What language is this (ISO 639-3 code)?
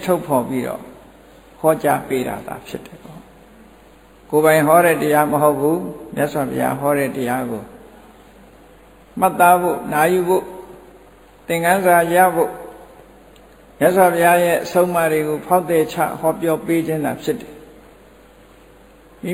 mya